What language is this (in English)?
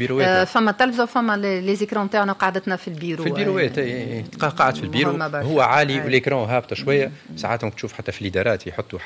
Tunisian Arabic